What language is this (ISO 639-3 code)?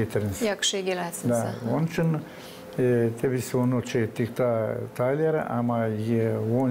gag